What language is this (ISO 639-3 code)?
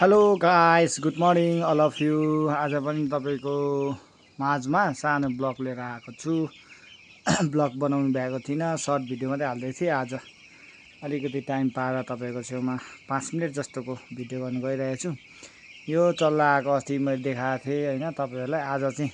nep